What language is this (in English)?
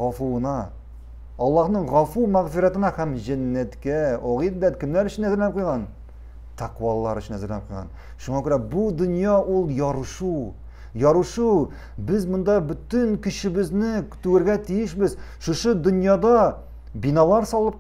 Tatar